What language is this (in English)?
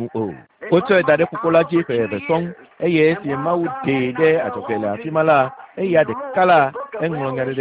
Ewe